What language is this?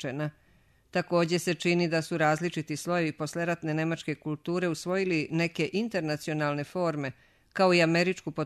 Serbian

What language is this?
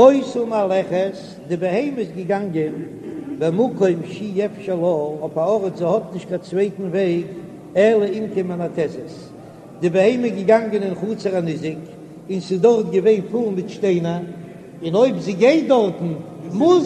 Yiddish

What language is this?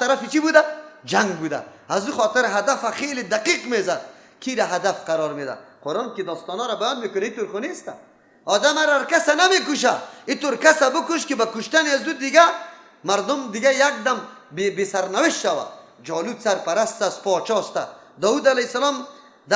Persian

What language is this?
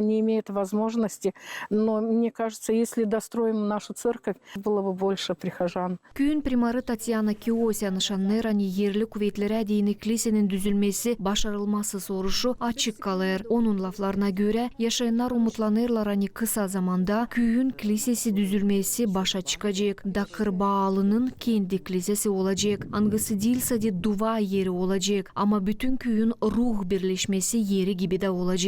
Gagauz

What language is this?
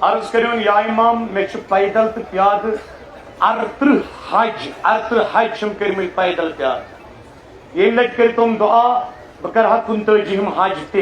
Kashmiri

